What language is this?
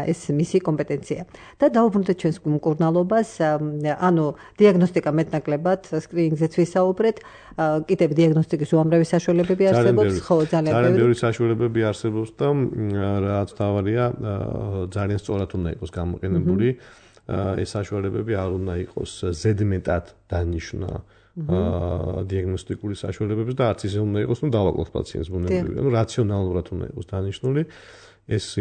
Georgian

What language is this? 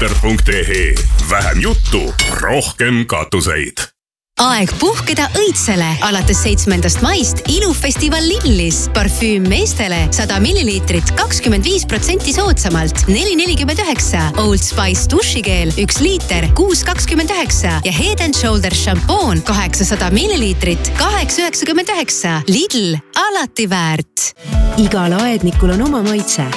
Estonian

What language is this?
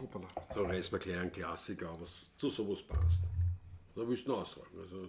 Bavarian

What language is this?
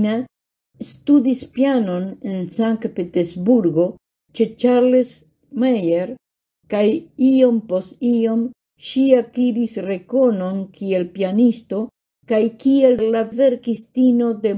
Esperanto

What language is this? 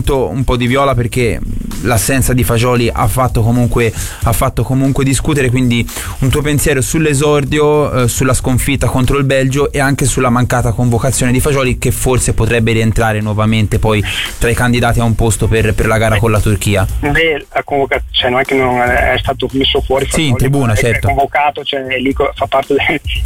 Italian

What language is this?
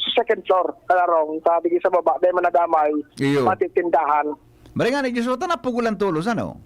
Bikol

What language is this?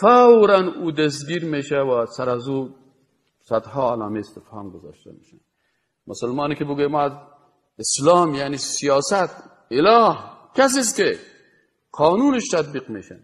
Persian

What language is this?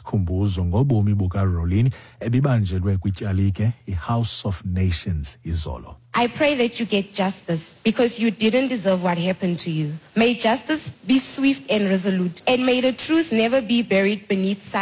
Xhosa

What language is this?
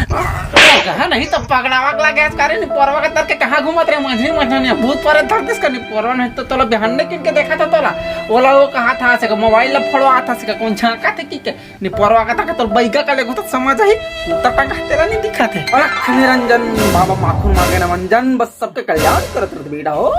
Chhattisgarhi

